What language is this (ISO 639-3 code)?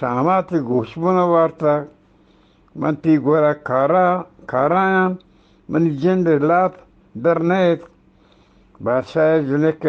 bgp